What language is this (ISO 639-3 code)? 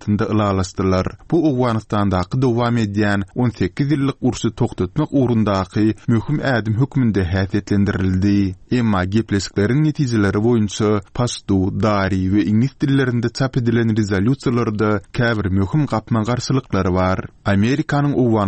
tuk